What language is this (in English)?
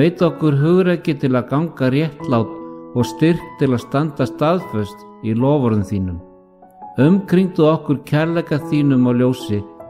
Icelandic